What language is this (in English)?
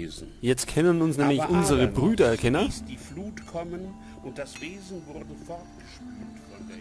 Bavarian